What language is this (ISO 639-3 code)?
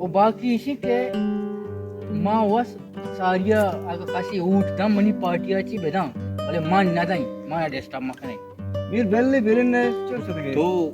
bal